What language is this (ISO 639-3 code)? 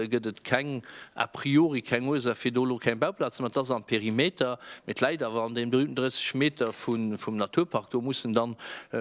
ltz